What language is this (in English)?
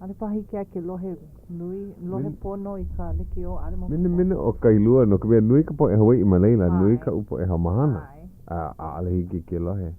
Hawaiian